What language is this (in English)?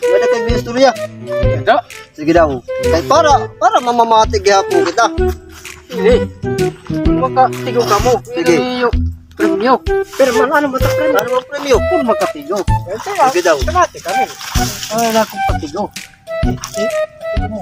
Waray